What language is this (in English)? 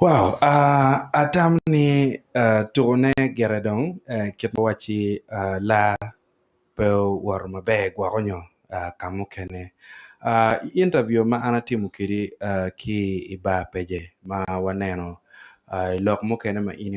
Acoli